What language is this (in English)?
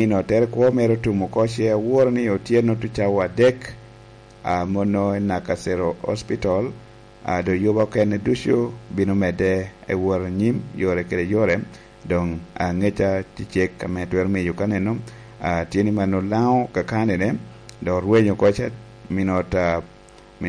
Lango (Uganda)